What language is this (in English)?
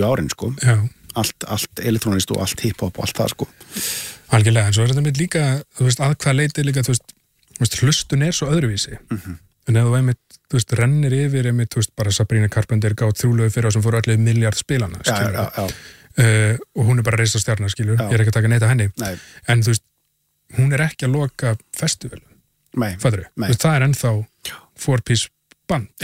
Icelandic